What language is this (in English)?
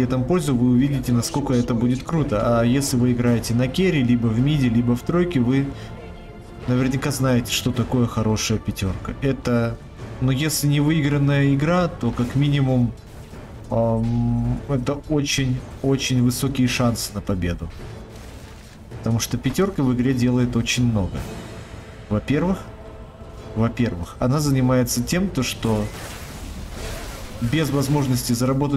Russian